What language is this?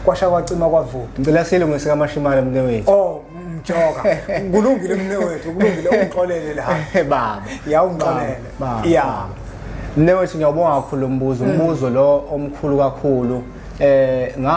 Zulu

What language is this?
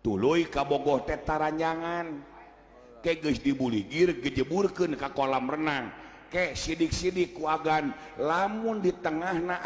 Sundanese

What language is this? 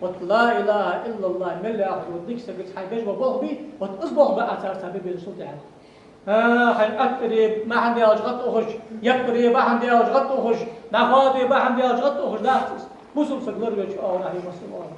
Ingush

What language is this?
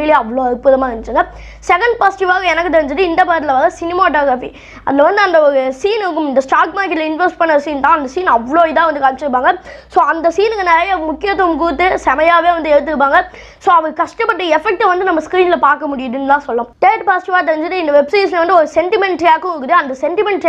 Tamil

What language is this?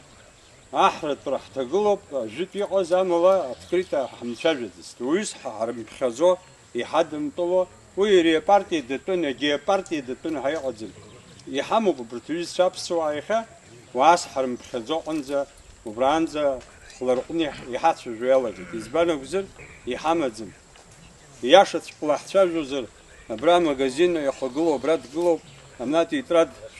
Abkhazian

